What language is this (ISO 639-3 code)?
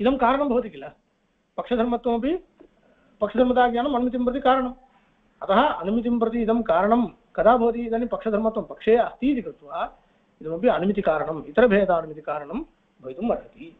san